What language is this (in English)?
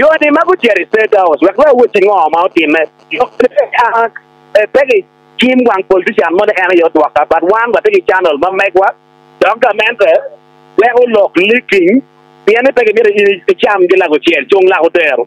Acoli